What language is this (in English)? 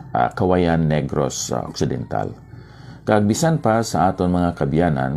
Hiligaynon